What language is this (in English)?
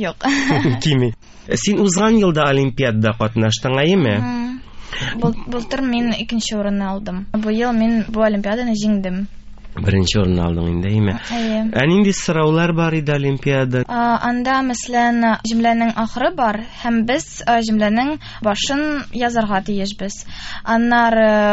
Tatar